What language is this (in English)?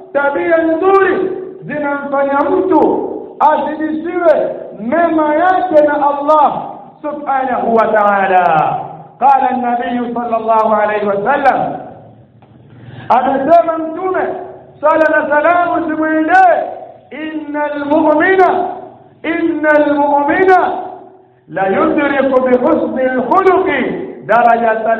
Swahili